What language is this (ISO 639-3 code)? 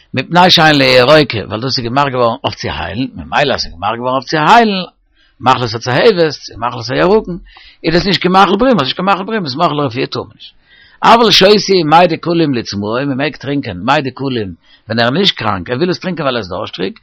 yid